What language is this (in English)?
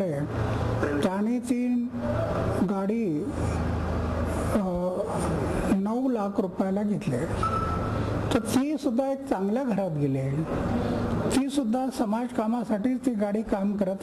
Marathi